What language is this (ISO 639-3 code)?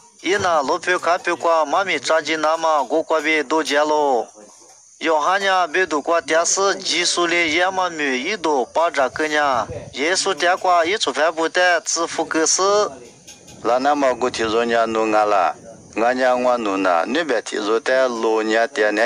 lis